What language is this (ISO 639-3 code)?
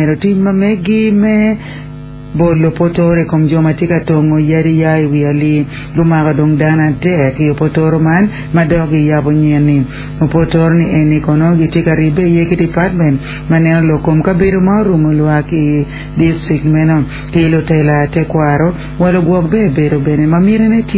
ach